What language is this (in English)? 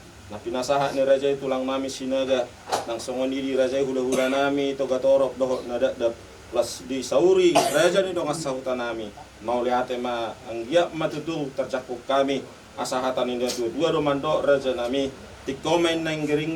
Batak Toba